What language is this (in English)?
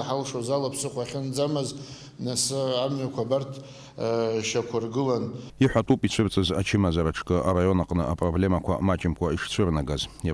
Abkhazian